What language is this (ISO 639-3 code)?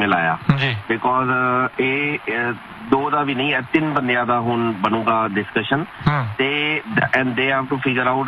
pan